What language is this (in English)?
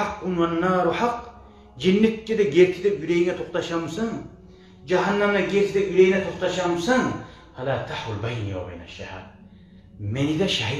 Kumyk